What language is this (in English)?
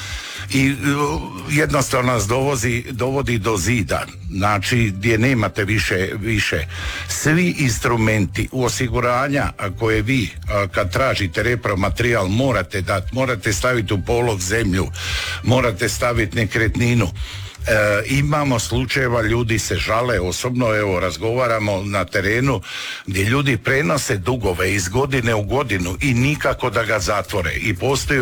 Croatian